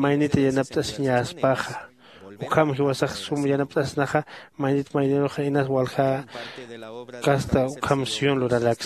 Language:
Aymara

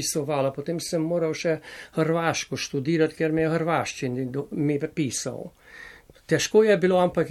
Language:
Slovenian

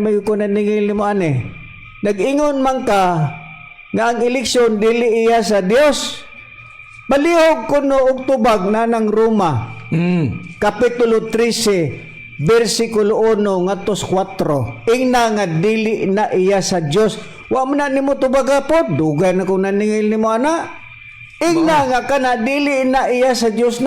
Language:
Cebuano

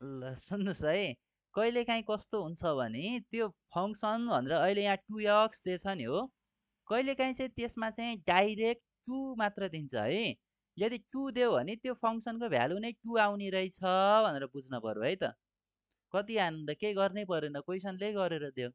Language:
Nepali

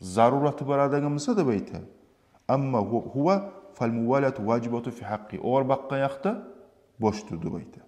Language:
Kumyk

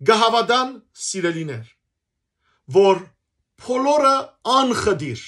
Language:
Western Armenian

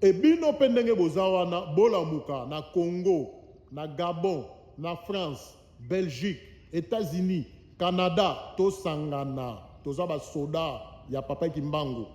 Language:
Lingala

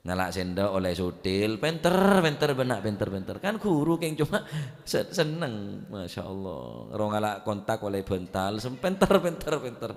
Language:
Madurese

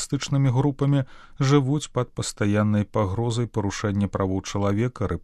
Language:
Belarusian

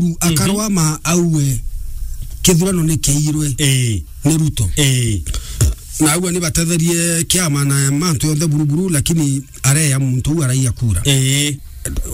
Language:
Meru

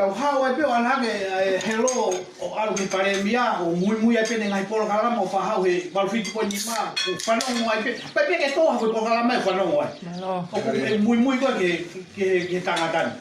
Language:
Tongan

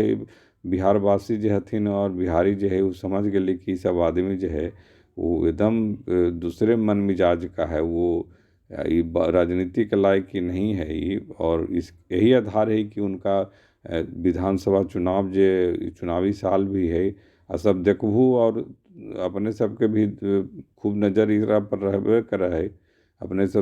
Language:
Magahi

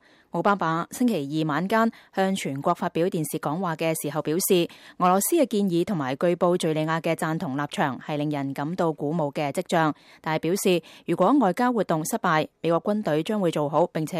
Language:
Cantonese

